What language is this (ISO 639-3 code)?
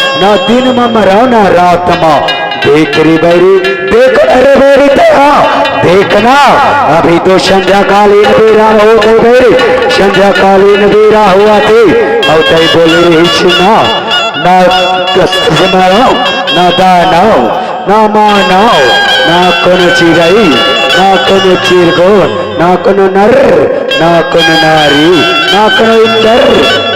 hne